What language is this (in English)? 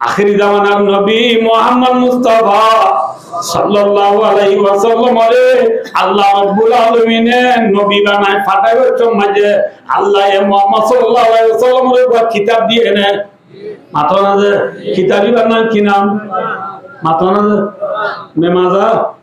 Rohingya